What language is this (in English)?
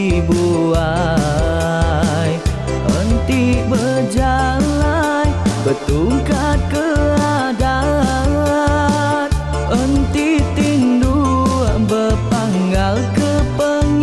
Iban